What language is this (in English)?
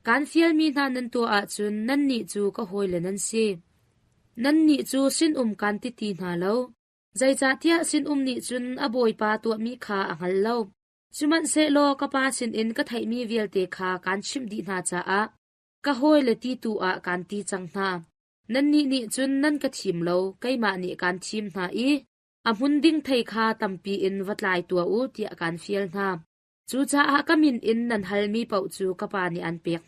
Hakha Chin